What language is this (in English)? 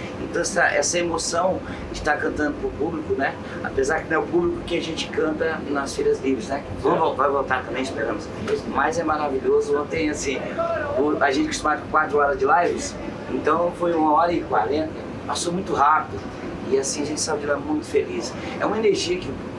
Portuguese